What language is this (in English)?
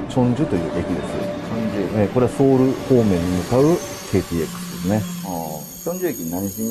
Japanese